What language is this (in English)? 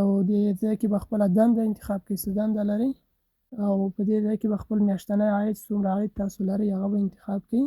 Pashto